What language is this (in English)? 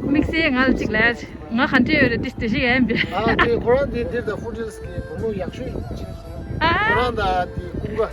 Tibetan